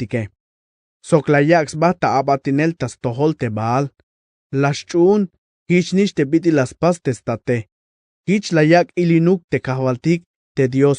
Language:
Tzeltal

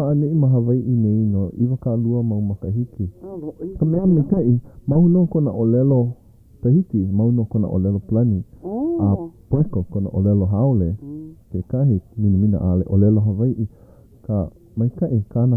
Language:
Hawaiian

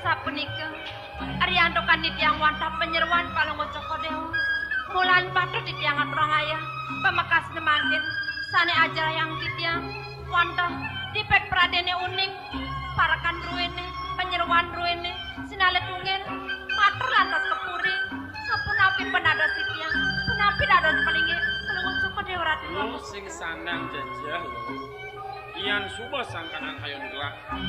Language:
Balinese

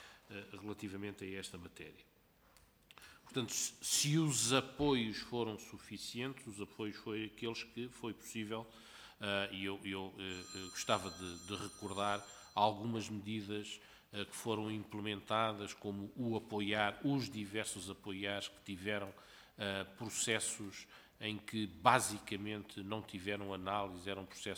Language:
Portuguese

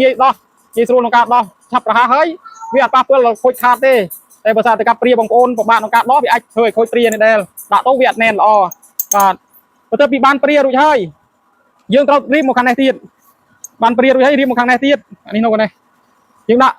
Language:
Khmer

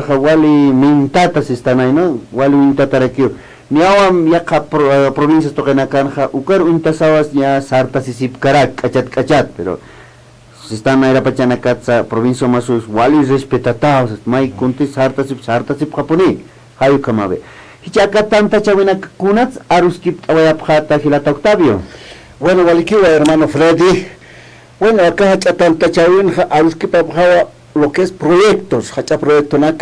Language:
Aymara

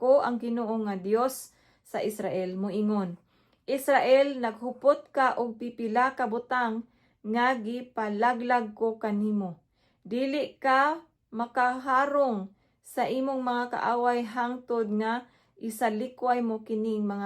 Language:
Cebuano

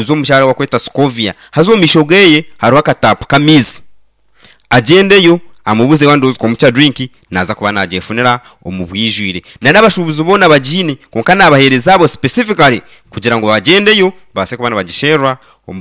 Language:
Nyankole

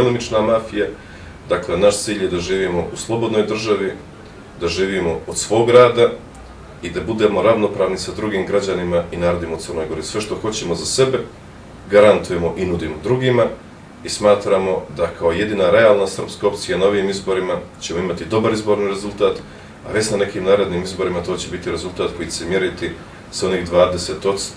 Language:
Bosnian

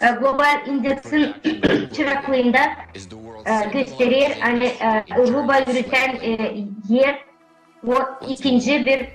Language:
Gagauz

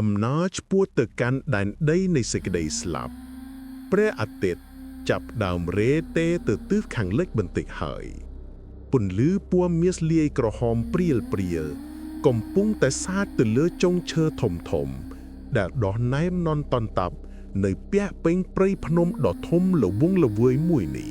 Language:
Khmer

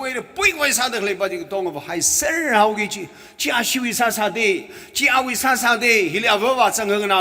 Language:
Tangkhul Naga (India)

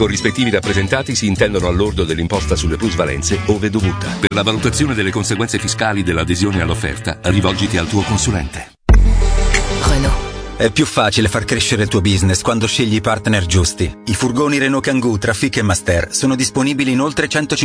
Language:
Italian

